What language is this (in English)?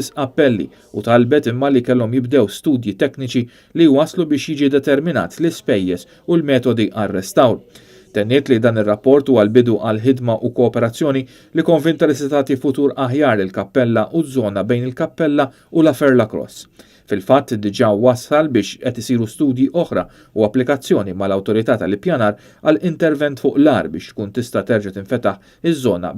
Maltese